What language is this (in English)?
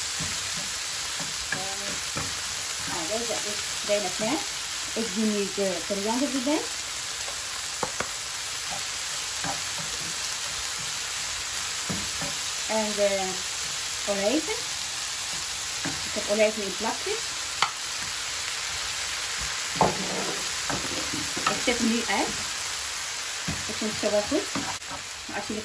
Dutch